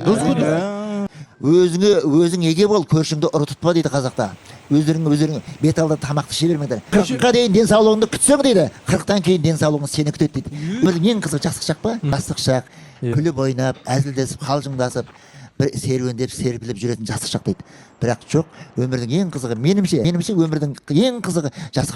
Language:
Kazakh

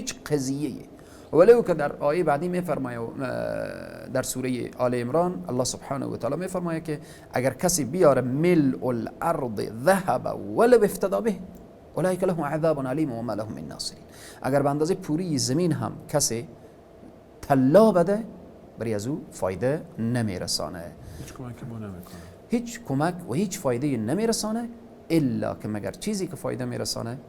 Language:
Persian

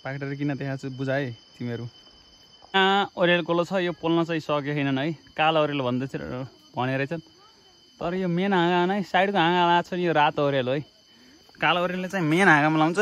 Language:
Nepali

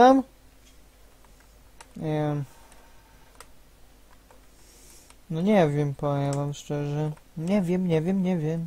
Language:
Polish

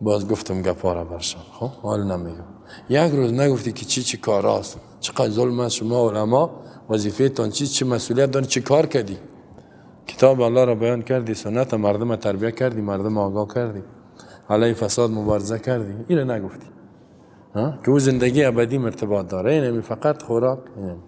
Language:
Persian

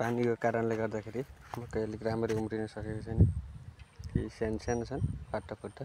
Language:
Nepali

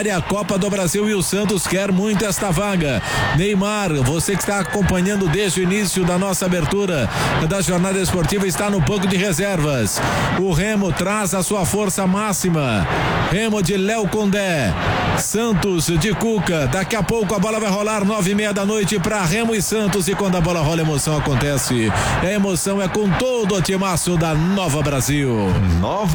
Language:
Portuguese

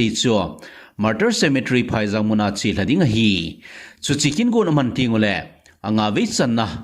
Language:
Thado Chin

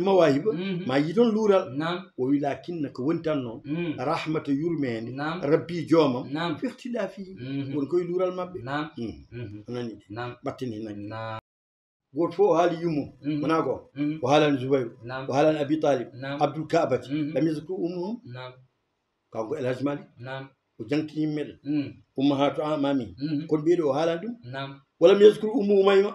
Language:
Fula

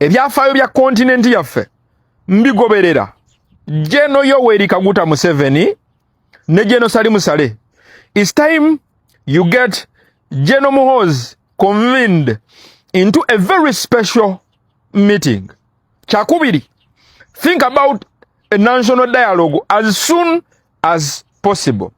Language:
Ganda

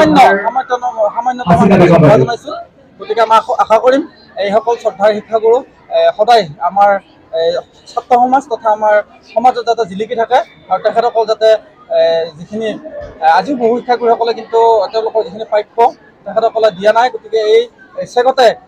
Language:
Assamese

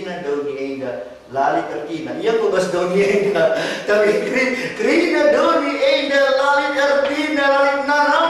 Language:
Batak Karo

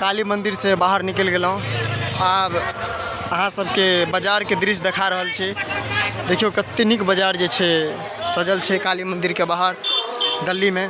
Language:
Maithili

